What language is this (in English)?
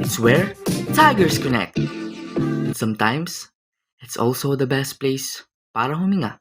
Bikol